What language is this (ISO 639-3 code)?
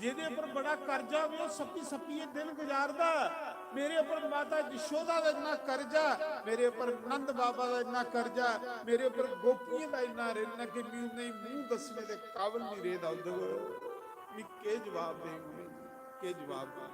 doi